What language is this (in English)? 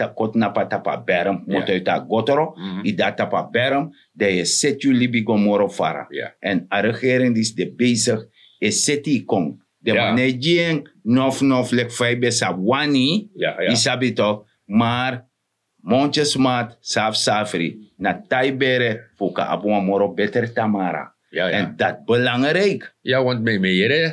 Sranan Tongo